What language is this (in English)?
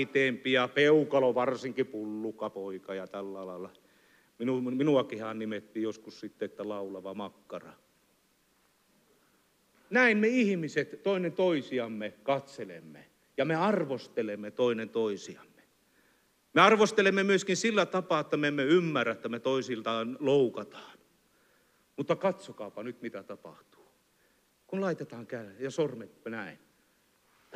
Finnish